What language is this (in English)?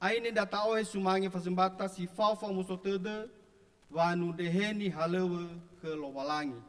Nias